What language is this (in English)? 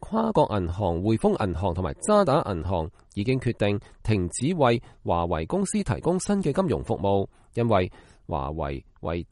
Cantonese